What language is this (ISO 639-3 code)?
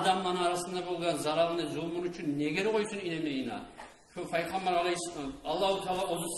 kum